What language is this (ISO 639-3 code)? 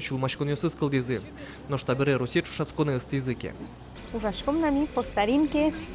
udm